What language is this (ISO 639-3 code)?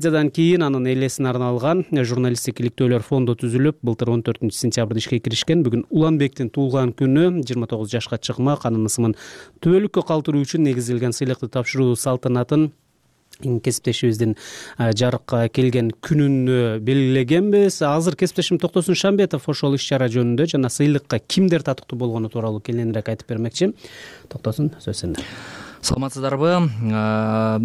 kir